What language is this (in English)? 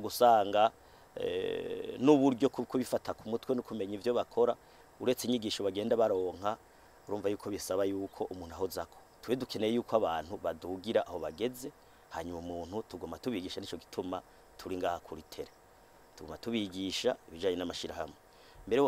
Rundi